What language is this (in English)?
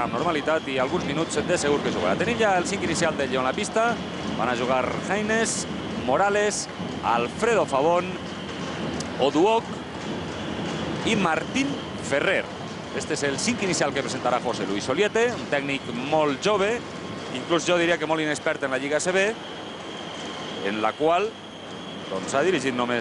Catalan